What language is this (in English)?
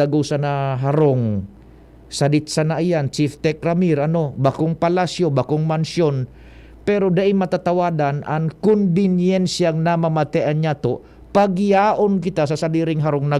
Bikol